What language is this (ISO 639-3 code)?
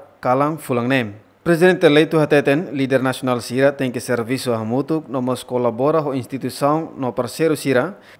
tet